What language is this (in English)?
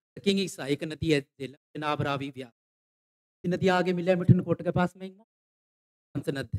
Hindi